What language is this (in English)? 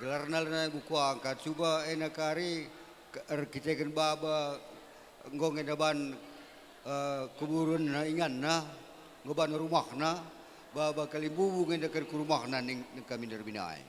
Batak Karo